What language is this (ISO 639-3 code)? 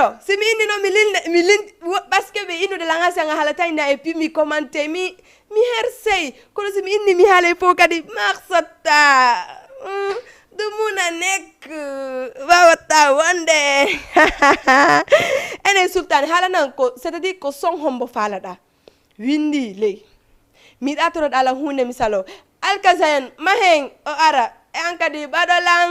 ful